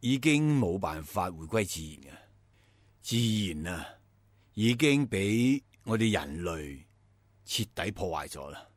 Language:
Cantonese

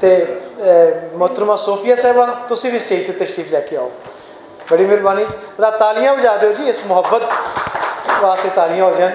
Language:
Western Panjabi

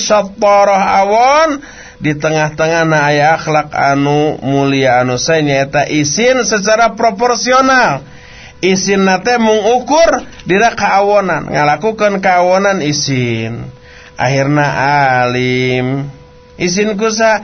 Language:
Sundanese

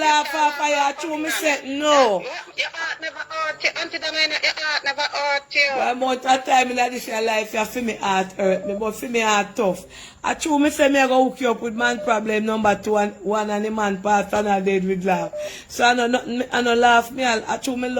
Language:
Jamaican Creole English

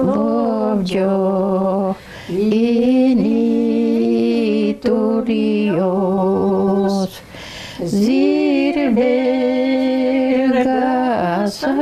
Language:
Udmurt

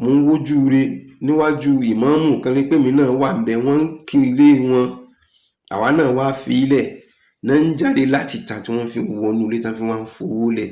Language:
Yoruba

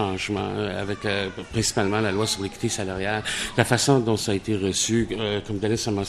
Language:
French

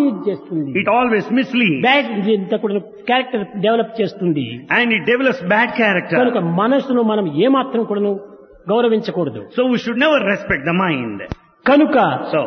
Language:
Telugu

